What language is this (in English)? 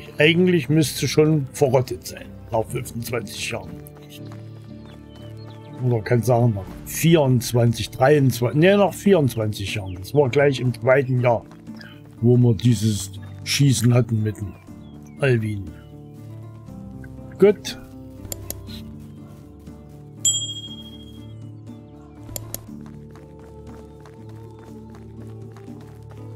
German